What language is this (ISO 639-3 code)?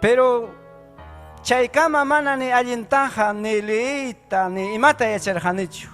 quy